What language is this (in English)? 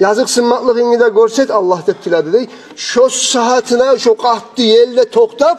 Kumyk